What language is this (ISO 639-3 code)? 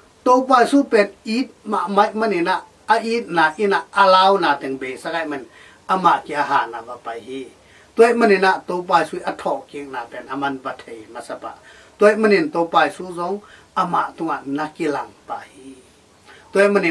ctd